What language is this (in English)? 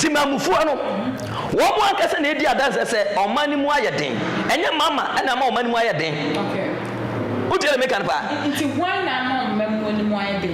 Akan